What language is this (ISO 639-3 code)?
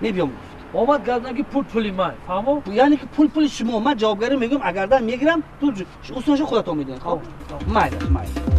tgk